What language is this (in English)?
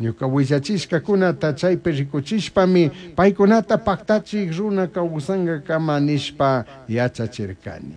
Chimborazo Highland Quichua